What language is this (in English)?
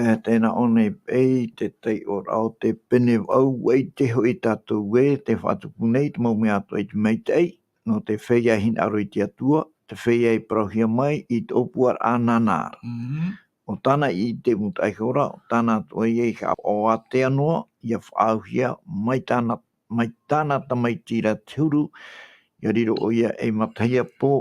Tahitian